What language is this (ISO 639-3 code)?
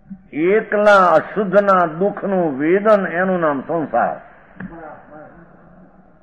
guj